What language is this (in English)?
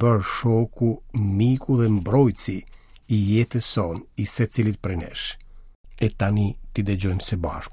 Albanian